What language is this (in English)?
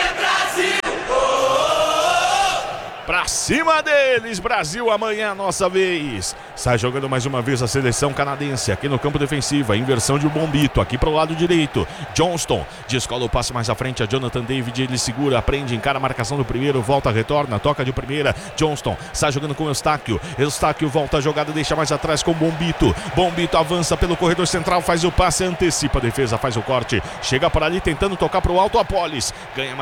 Portuguese